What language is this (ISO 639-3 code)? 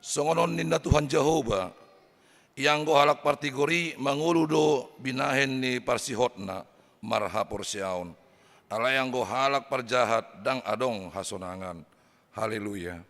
bbc